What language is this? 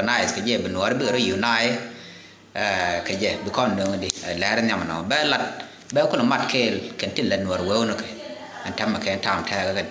Nuer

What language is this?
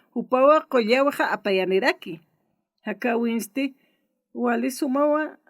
Aymara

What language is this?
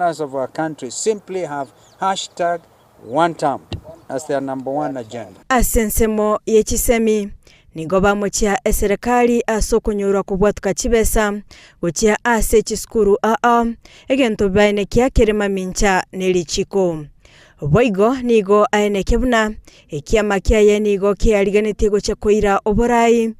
Gusii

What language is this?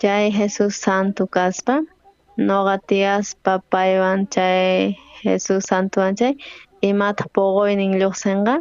South Bolivian Quechua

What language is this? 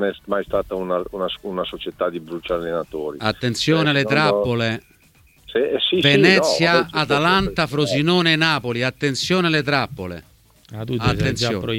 Italian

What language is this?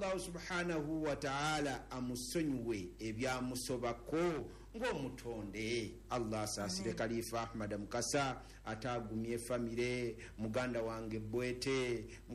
Ganda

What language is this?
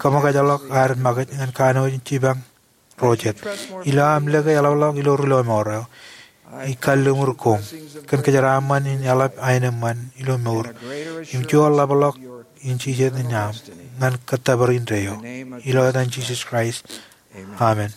Marshallese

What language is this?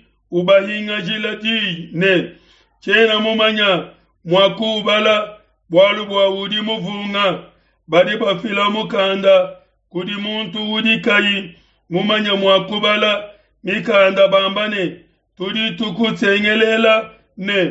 Luba-Lulua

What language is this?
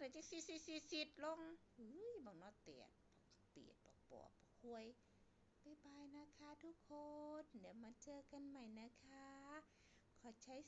Northeastern Thai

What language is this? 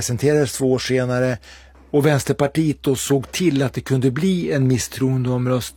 Swedish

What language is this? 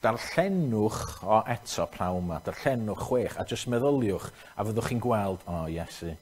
Welsh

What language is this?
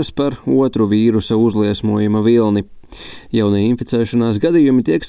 Latvian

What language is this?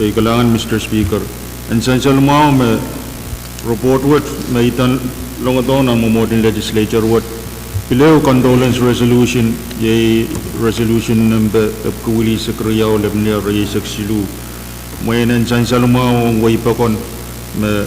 Pohnpeian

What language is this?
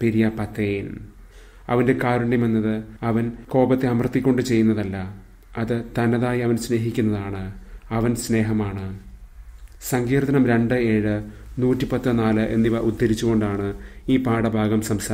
Malayalam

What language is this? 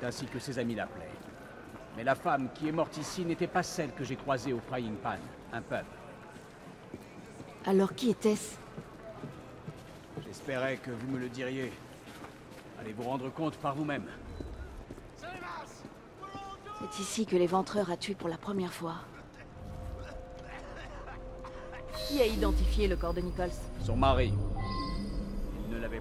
French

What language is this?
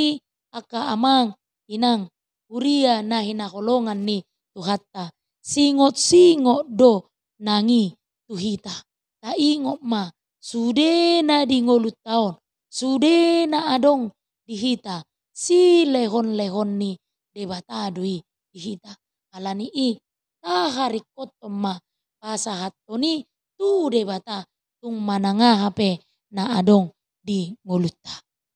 Batak Toba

